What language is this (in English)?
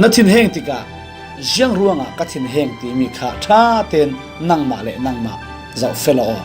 Falam Chin